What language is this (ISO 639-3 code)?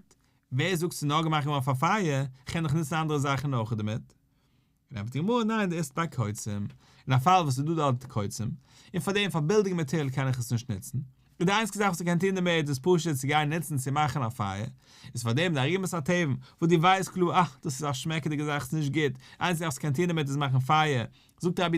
yid